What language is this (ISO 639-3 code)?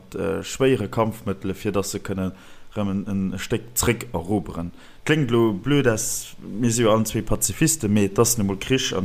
ltz